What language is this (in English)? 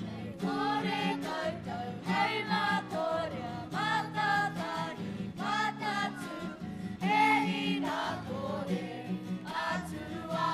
Māori